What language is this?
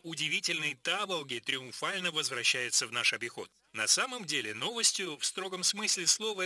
Russian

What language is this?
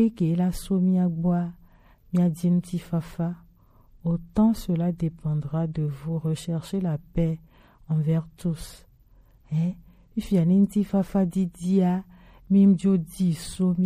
Gen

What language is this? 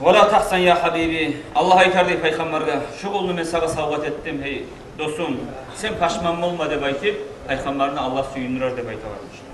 Kumyk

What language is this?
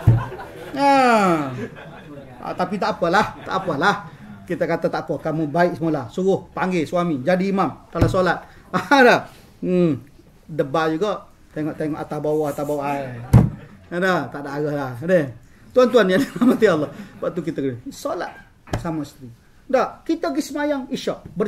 Malay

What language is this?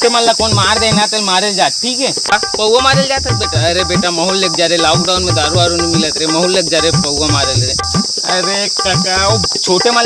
Chhattisgarhi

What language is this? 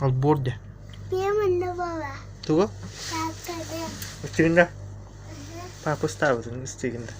Yakut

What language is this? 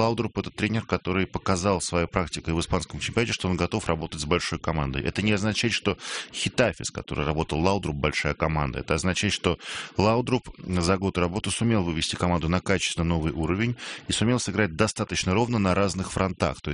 Russian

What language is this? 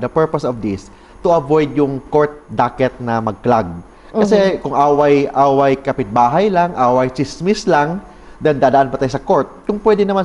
Filipino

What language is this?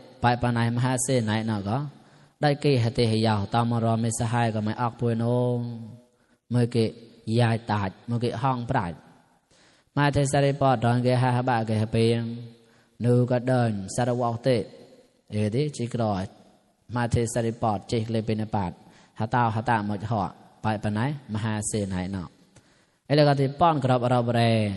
Mon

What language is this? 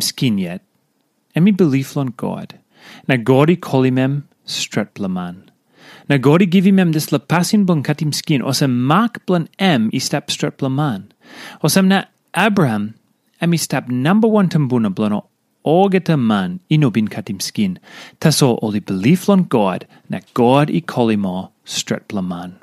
Tok Pisin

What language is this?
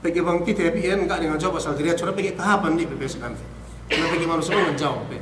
Yakan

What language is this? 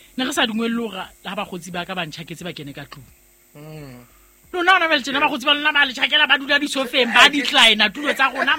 Southern Sotho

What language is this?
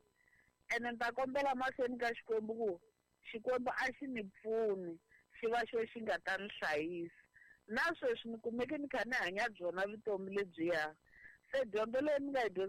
Tsonga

